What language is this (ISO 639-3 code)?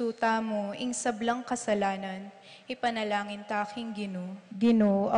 pam